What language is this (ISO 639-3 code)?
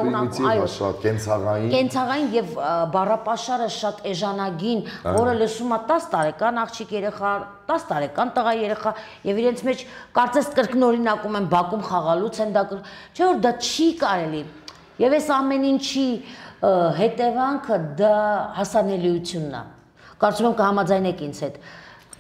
hye